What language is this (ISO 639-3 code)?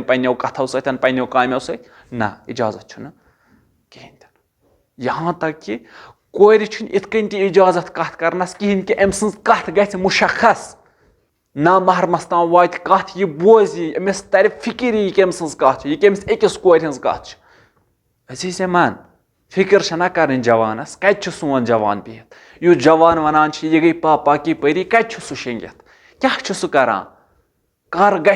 kas